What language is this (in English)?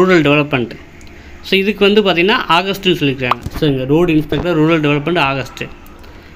Tamil